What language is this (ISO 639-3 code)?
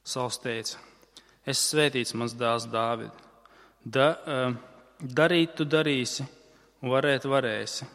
lav